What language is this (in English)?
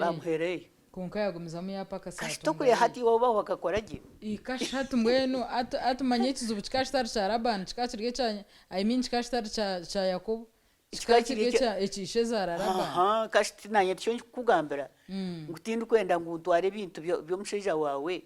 Nyankole